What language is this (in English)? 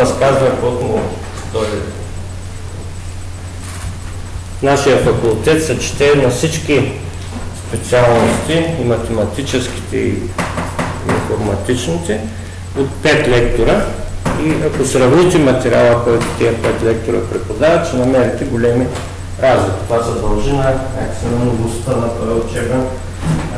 Bulgarian